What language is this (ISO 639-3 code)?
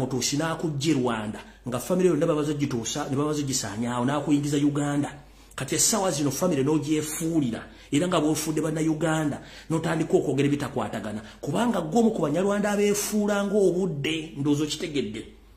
lug